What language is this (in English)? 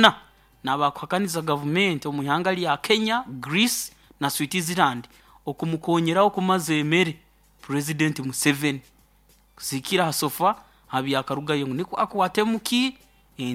Nyoro